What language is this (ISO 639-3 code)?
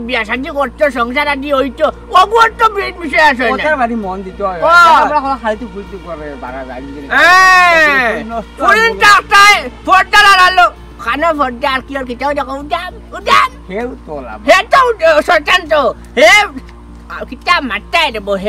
syl